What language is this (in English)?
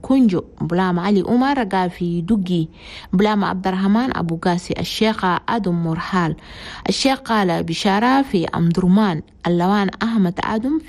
Chadian Arabic